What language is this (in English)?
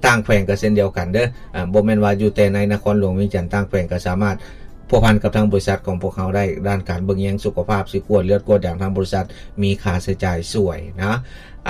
Lao